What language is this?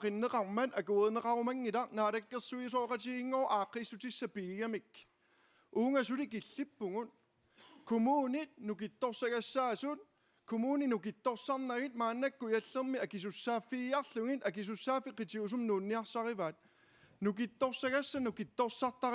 Kalaallisut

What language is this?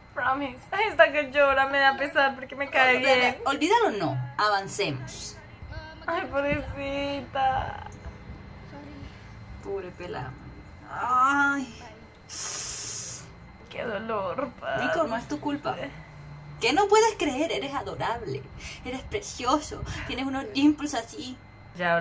Spanish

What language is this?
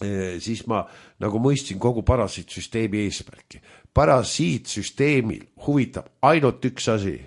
Estonian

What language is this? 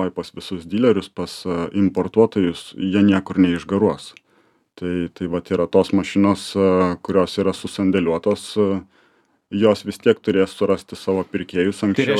Lithuanian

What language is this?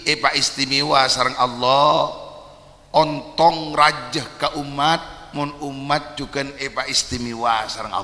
Madurese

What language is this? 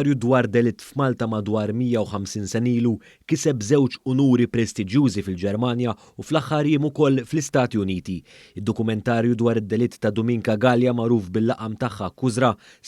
Maltese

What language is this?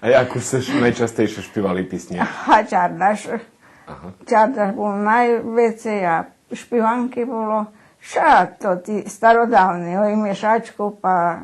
Rusyn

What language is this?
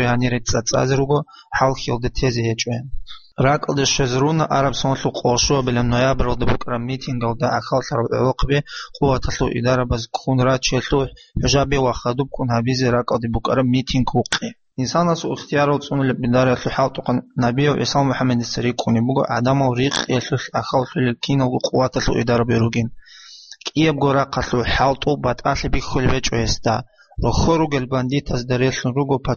Avaric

